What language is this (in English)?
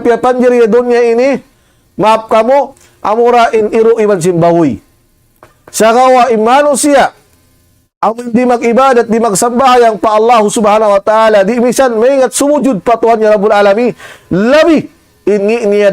Tausug